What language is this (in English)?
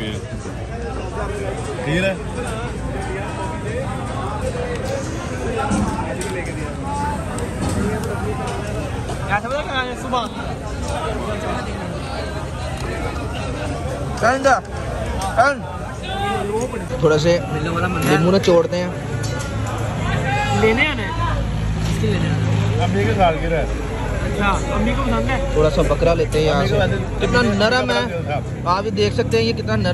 Hindi